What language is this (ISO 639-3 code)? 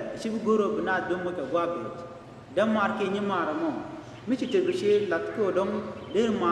nus